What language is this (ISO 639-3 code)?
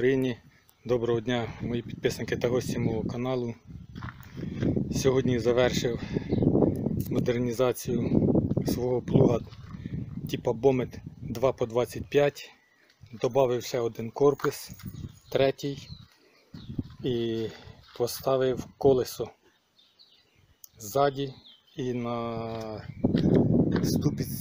ukr